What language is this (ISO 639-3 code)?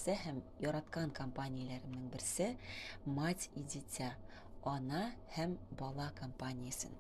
tat